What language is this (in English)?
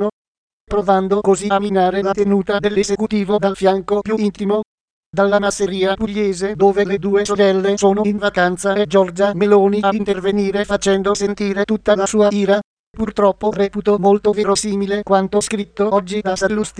Italian